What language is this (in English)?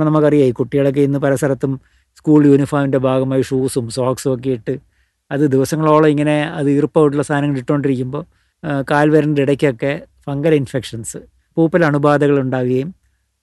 Malayalam